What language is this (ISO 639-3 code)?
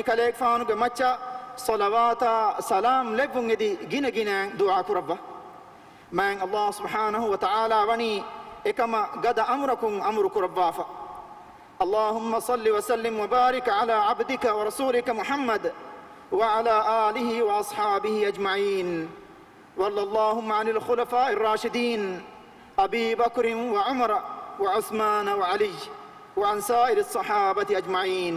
div